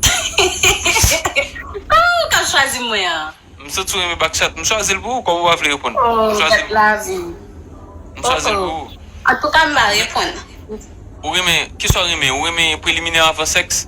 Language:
Haitian Creole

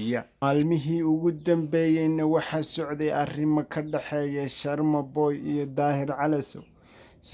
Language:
Somali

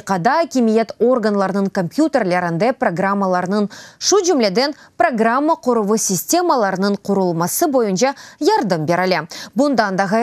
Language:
Crimean Tatar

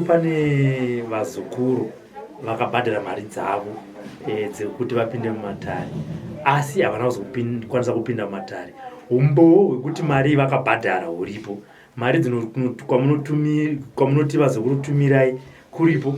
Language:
Shona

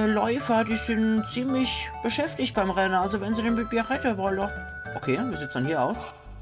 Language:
Palatine German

